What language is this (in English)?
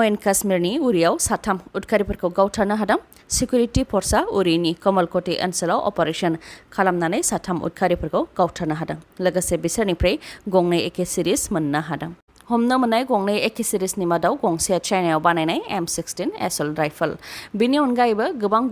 Bodo